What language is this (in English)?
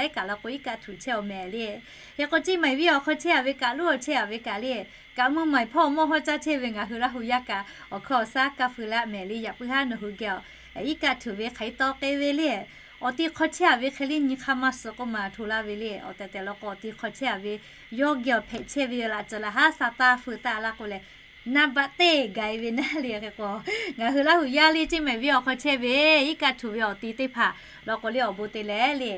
Lahu